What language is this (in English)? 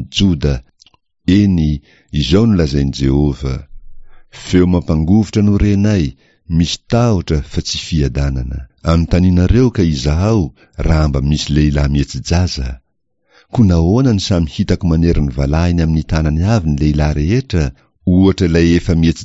Malagasy